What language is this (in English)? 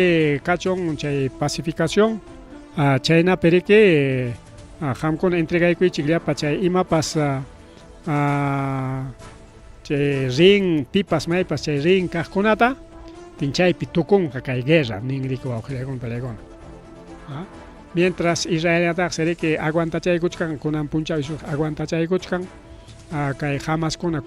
Ayacucho Quechua